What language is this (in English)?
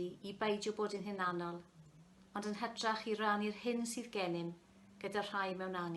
Welsh